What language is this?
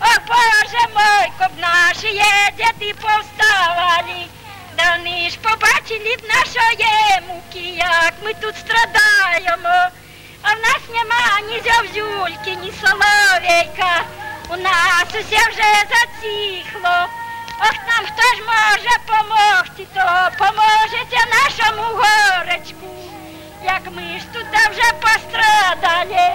Belarusian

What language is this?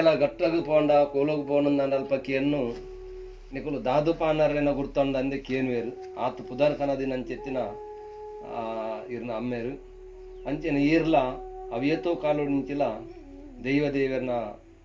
Tulu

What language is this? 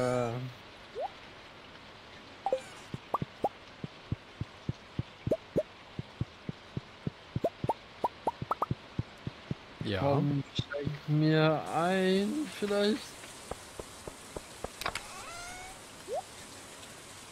German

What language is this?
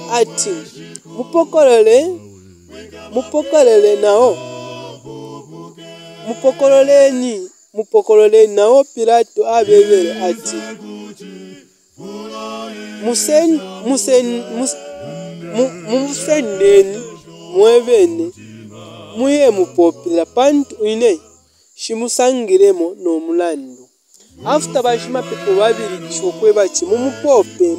Bemba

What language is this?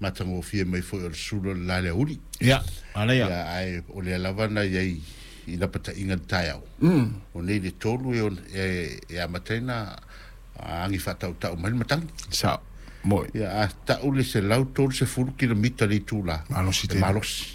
Samoan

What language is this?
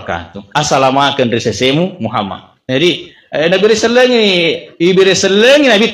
Buginese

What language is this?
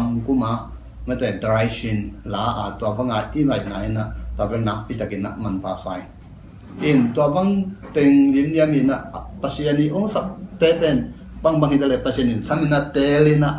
Tedim Chin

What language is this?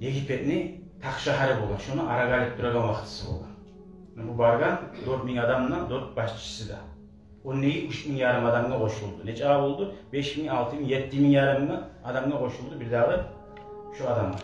Kumyk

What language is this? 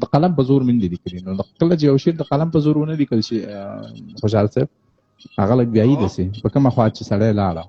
Pashto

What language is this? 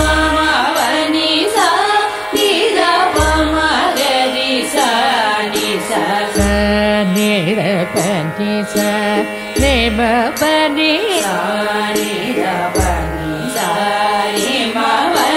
Tamil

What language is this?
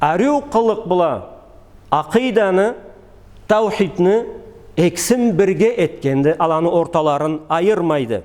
Karachay-Balkar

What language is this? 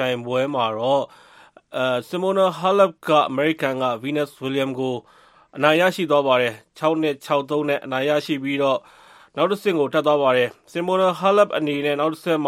Burmese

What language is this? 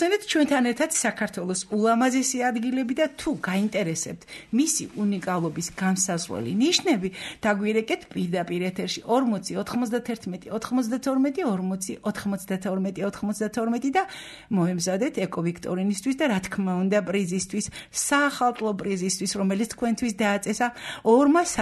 Georgian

